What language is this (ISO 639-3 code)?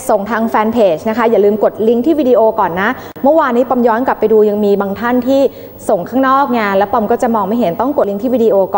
tha